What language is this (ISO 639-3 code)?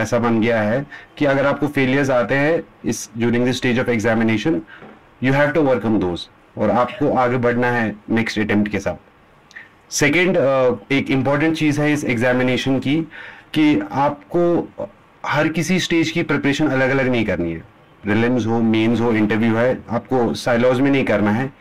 hin